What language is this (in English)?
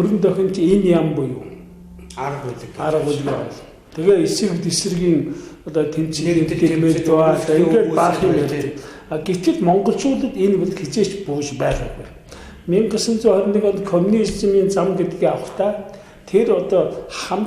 Mongolian